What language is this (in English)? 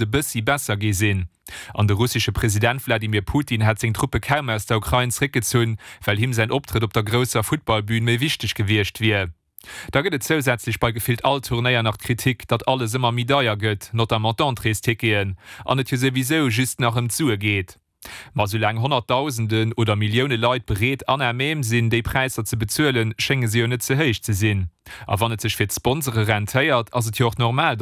Luxembourgish